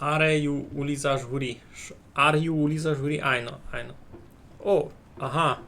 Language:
Rusyn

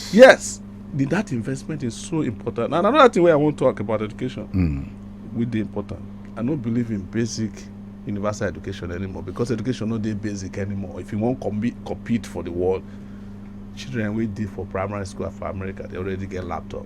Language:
Nigerian Pidgin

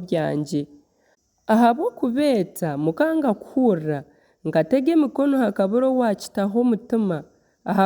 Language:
Nyankole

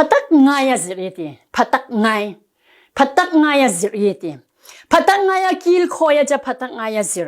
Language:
Falam Chin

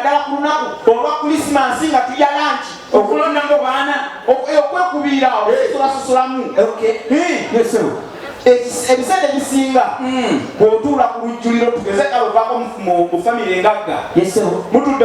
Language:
Ganda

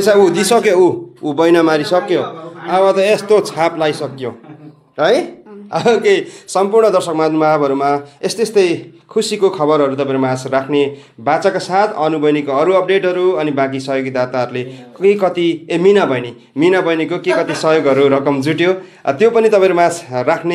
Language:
Nepali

